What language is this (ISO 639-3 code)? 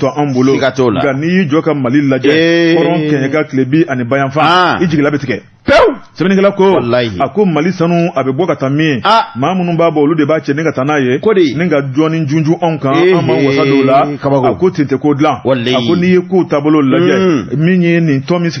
bam